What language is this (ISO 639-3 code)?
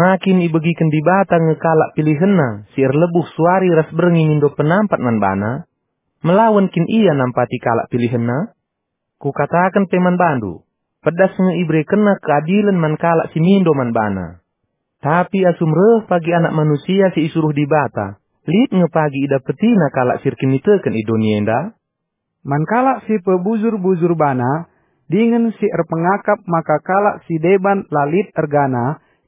btx